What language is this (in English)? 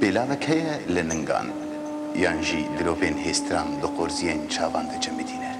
Kurdish